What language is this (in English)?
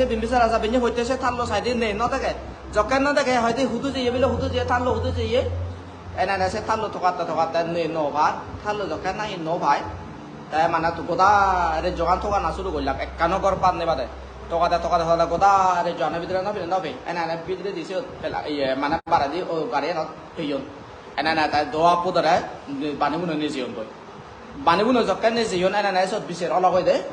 Chakma